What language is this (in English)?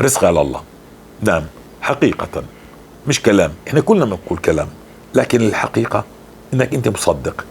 North Levantine Arabic